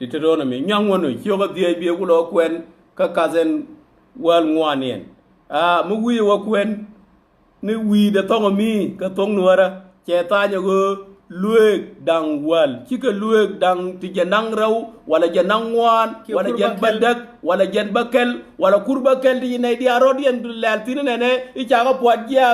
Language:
Nuer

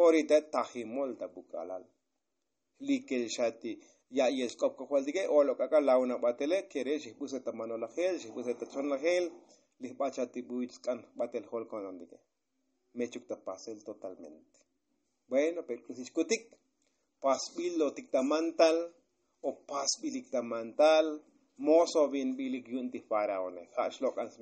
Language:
Tzotzil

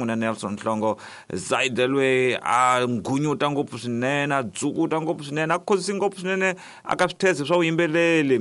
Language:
Tsonga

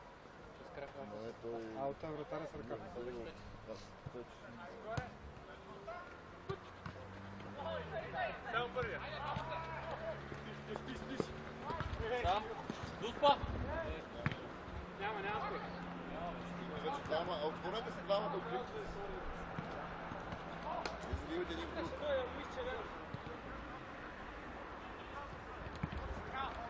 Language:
Bulgarian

